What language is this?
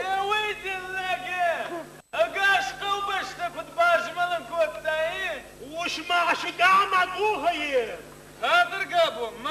Ossetic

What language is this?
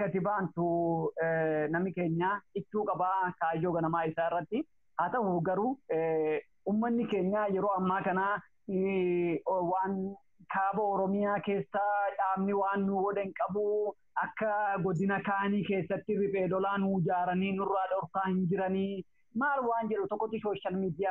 Oromo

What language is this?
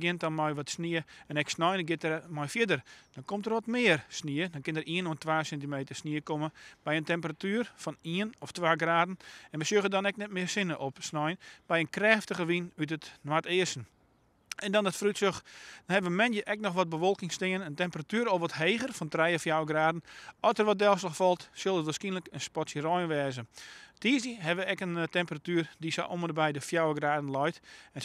Western Frisian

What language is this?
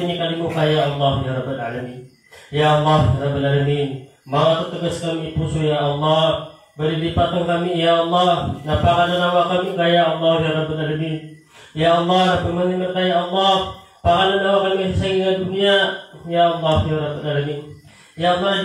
Maranao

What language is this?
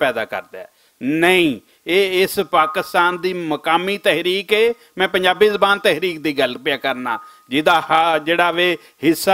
Western Panjabi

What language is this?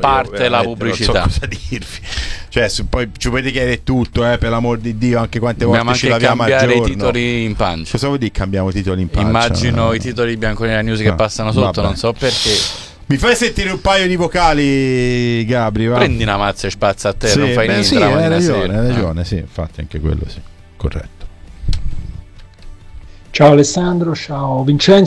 Italian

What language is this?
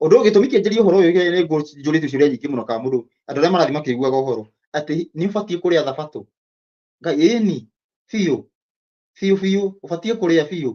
Kikuyu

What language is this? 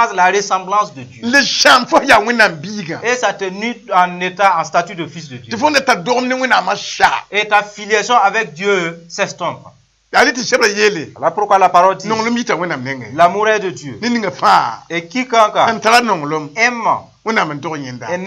Mossi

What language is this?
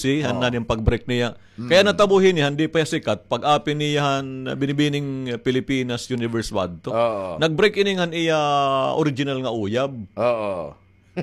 Waray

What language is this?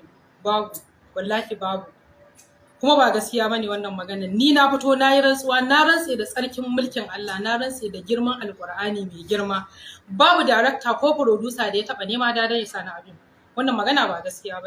Hausa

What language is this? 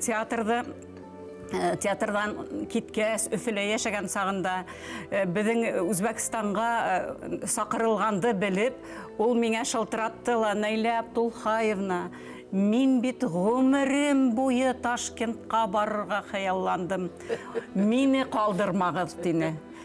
Bashkir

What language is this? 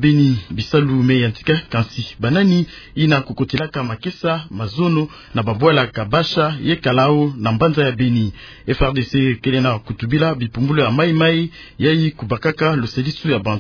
Kituba (Democratic Republic of Congo)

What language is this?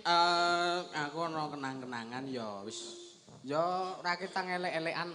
Javanese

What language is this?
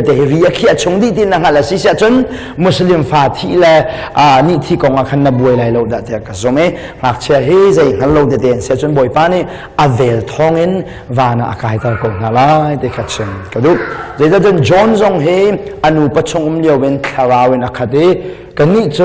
Hakha Chin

